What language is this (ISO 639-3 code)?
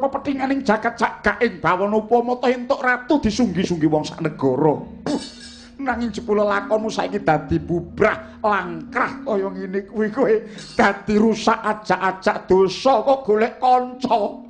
jav